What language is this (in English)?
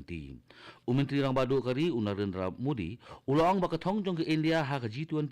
Khasi